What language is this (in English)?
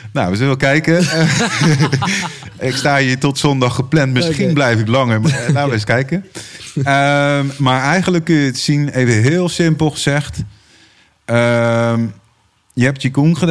Dutch